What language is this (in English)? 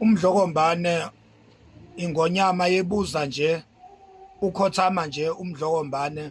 Zulu